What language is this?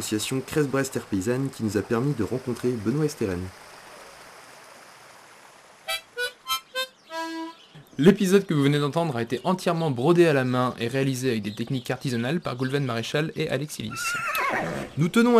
French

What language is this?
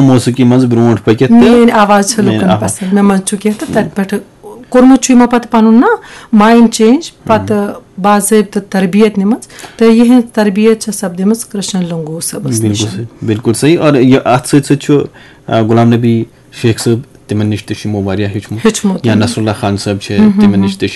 Kashmiri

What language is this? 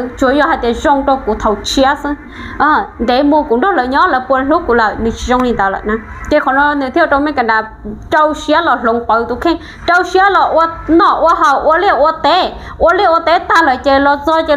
Hmong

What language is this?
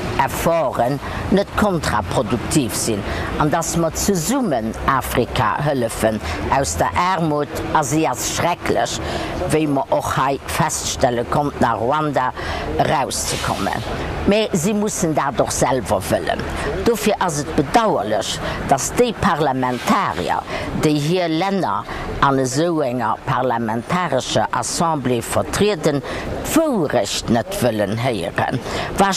Luxembourgish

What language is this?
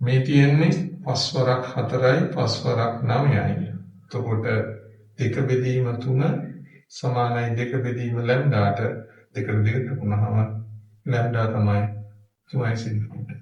Sinhala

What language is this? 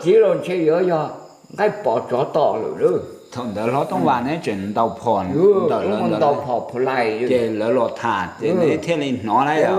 Hmong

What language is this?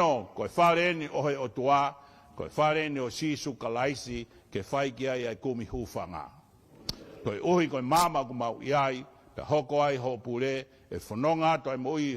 Tongan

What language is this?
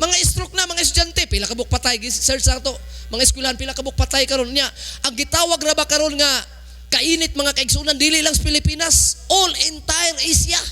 Cebuano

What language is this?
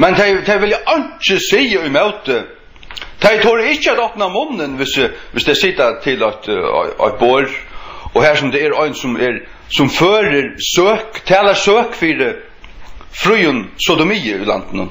Faroese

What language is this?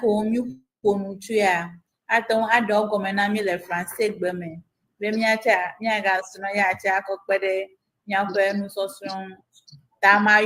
Ewe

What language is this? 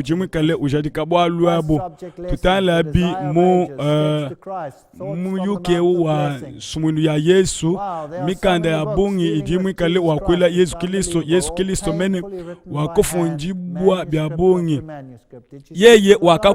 Luba-Lulua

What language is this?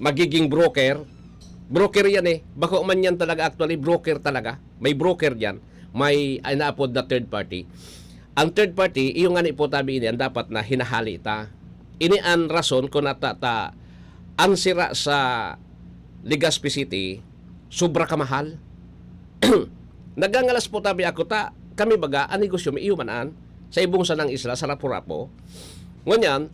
Bikol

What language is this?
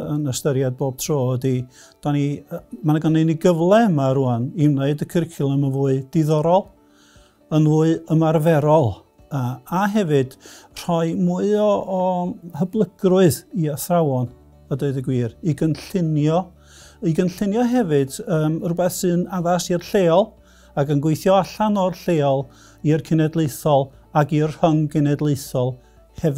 Welsh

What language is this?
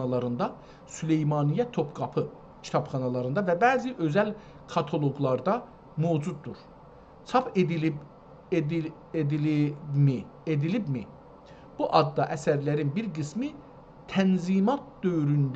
South Azerbaijani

